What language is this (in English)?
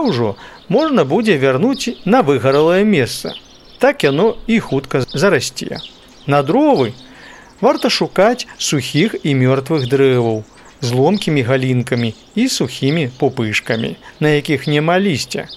Belarusian